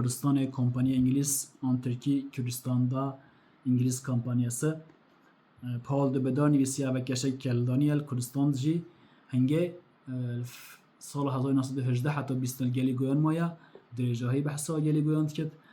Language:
Kurdish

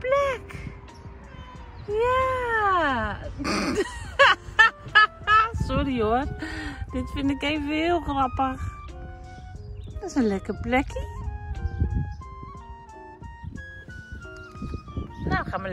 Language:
Dutch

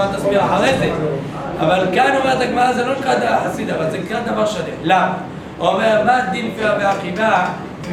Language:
Hebrew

